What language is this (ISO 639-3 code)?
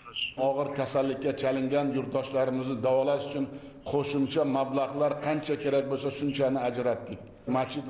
uzb